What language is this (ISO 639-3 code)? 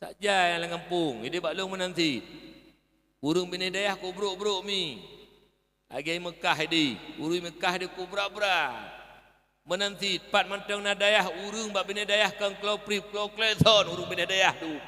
ace